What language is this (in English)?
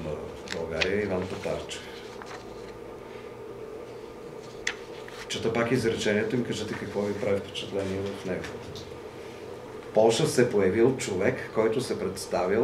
Bulgarian